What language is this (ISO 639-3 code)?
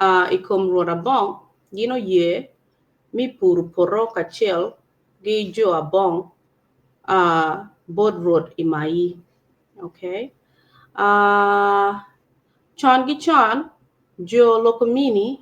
ach